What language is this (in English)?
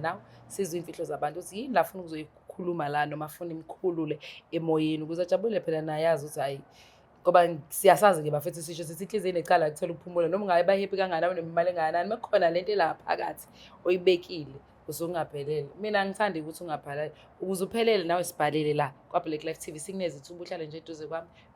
Zulu